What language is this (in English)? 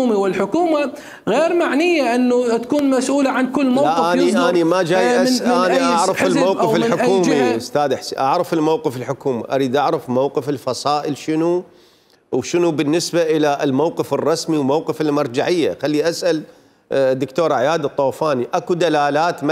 Mesopotamian Arabic